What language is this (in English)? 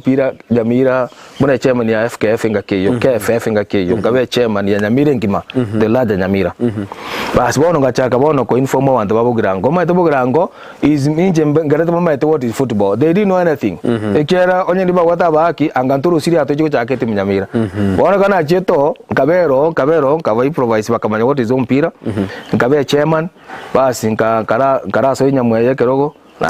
Gusii